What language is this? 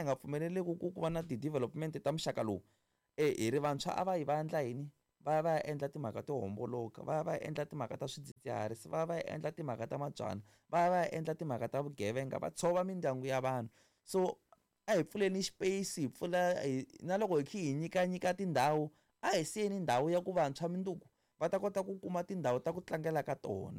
Tsonga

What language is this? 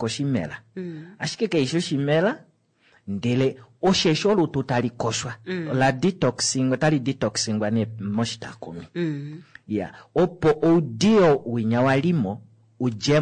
Kuanyama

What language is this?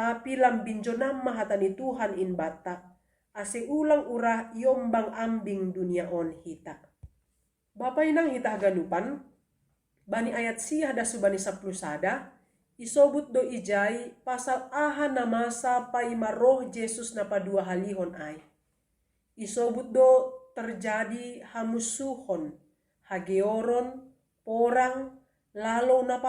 Batak Simalungun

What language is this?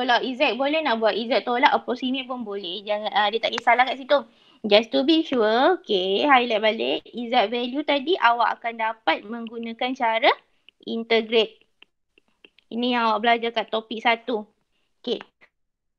Malay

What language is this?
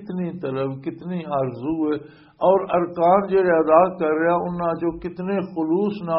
Western Panjabi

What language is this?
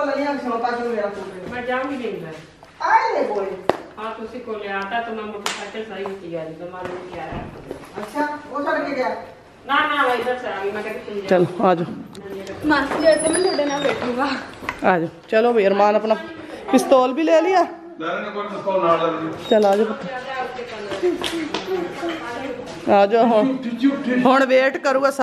Hindi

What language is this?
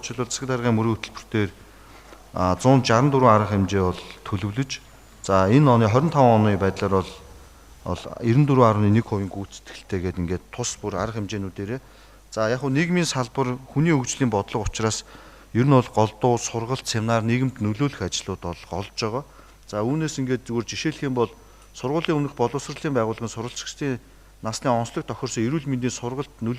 Mongolian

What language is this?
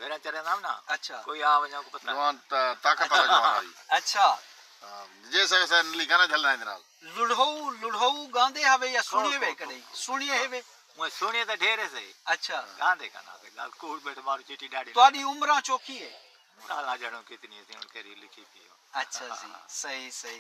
Saraiki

